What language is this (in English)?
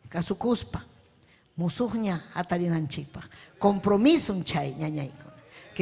Ayacucho Quechua